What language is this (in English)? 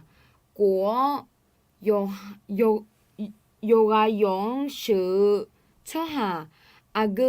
Akha